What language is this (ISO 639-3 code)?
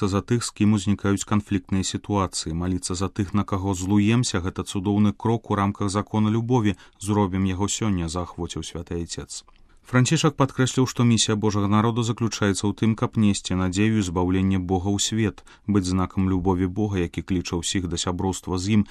bel